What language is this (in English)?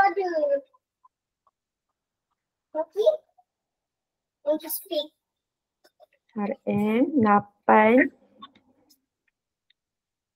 Malay